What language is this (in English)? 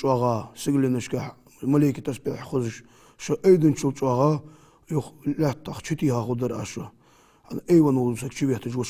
Ingush